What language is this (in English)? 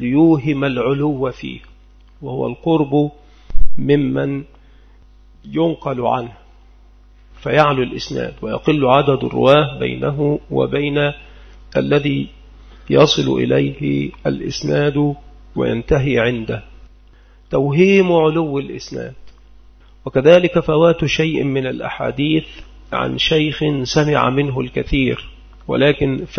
Arabic